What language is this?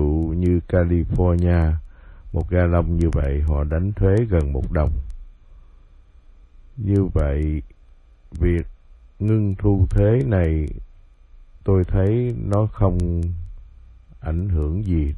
Vietnamese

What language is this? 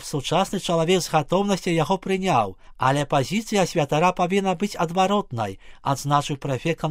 Belarusian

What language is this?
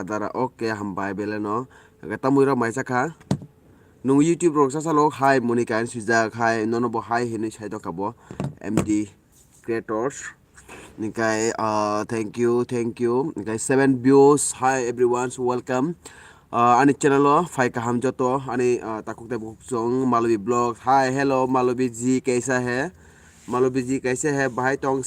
Kok Borok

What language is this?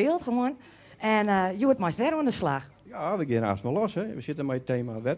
Western Frisian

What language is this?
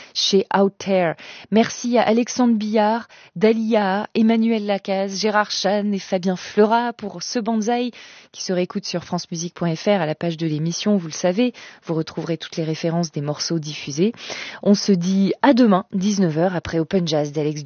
French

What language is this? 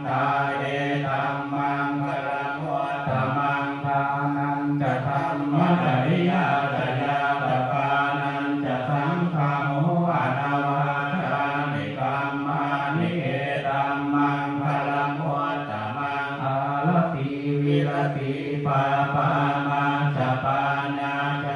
Pali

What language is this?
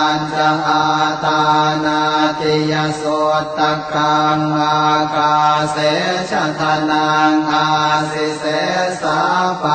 Pali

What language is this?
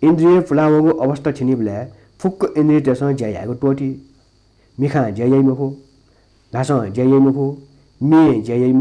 Newari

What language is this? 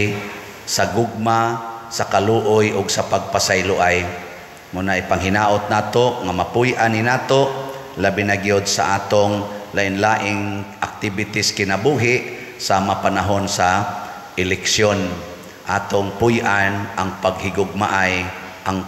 Cebuano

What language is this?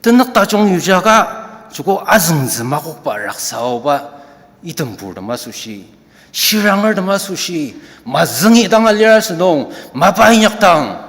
Ao Naga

